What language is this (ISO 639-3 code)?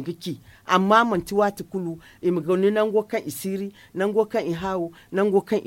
dje